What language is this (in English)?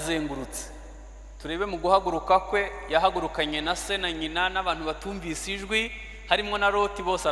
Kinyarwanda